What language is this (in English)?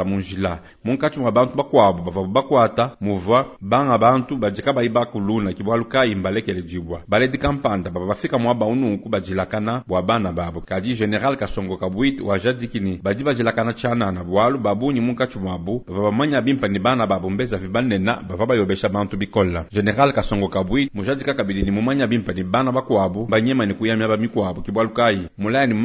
Luba-Lulua